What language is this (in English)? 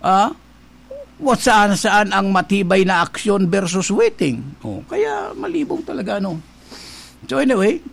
Bikol